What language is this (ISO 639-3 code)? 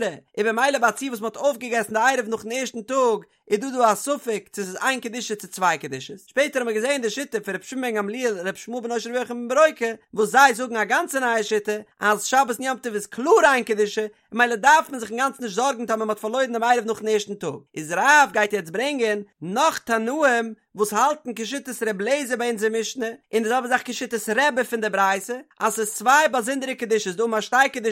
yid